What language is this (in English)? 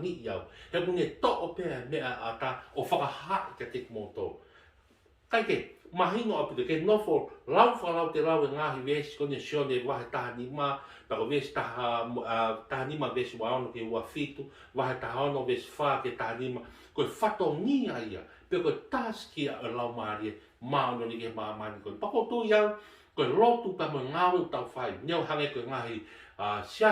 Tongan